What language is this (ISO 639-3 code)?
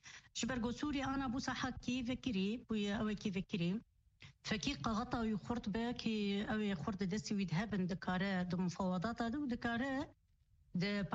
kur